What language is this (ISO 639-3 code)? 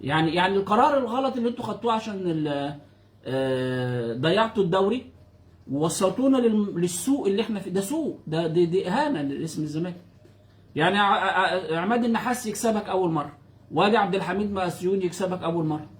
arz